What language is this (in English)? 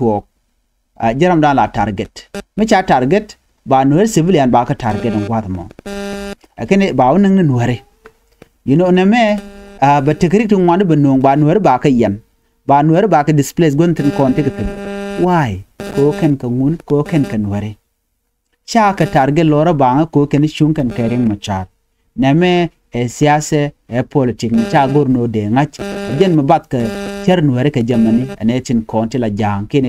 Nuer